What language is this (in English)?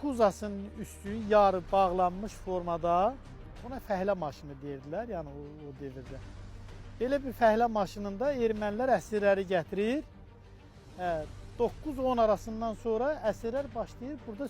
Azerbaijani